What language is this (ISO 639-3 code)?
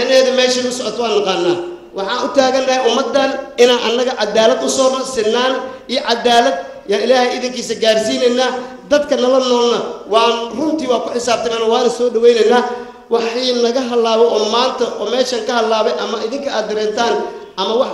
som